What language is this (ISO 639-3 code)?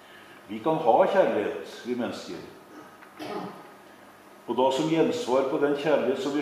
nor